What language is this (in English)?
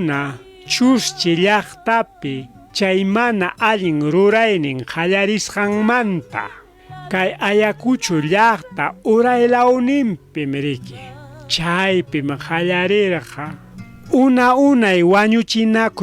Ayacucho Quechua